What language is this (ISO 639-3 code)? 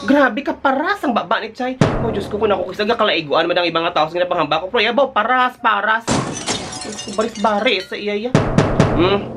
hil